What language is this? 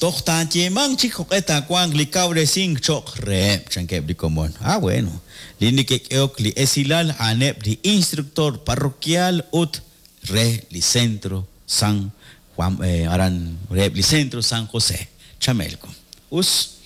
Kekchí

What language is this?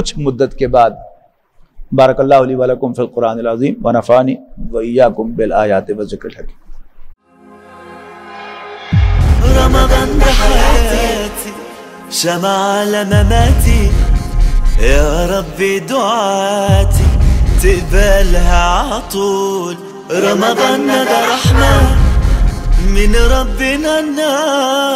Urdu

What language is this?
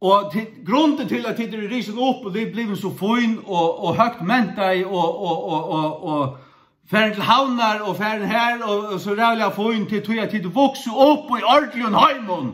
Faroese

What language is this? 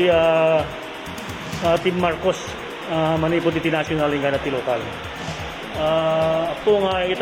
Iloko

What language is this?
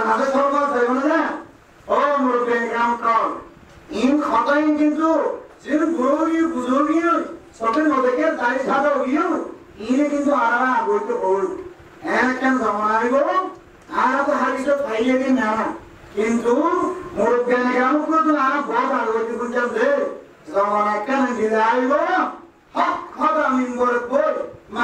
Rohingya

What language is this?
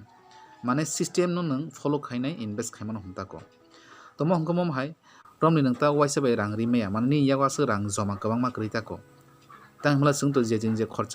Kok Borok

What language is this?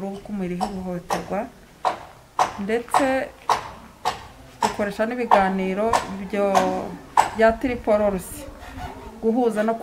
Kinyarwanda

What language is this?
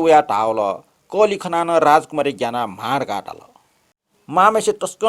Newari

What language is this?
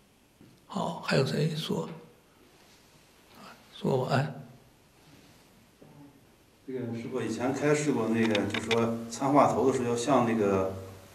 Chinese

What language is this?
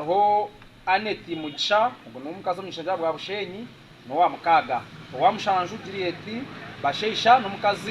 Nyankole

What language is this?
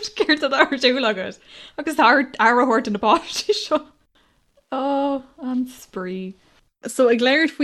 Irish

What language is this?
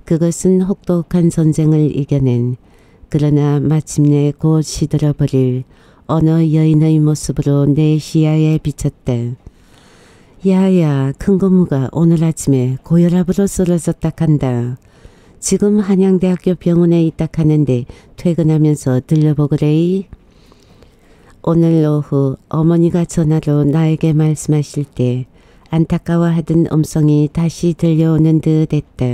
Korean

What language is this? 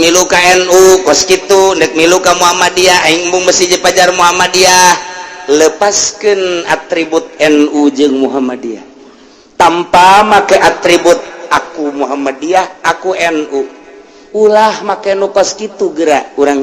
Sundanese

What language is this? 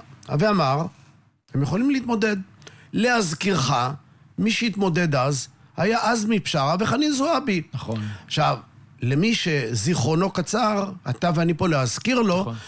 Hebrew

